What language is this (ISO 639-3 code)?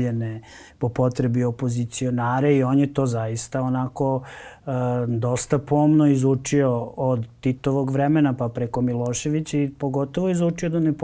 srp